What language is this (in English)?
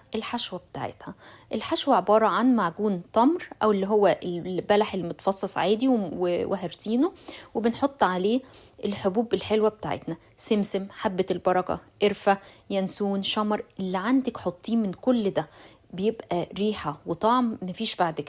Egyptian Arabic